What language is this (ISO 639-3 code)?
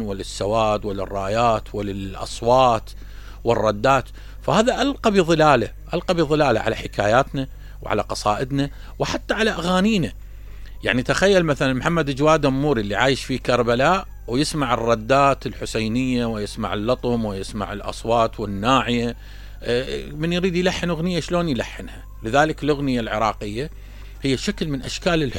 acm